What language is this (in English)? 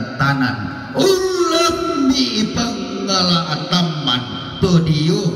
Toraja-Sa'dan